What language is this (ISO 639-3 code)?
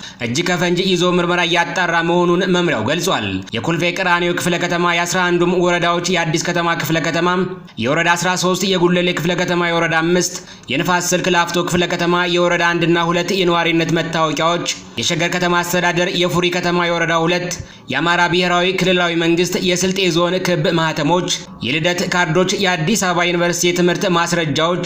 amh